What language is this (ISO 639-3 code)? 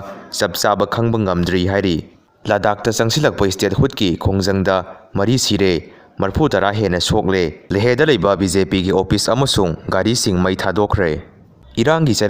mni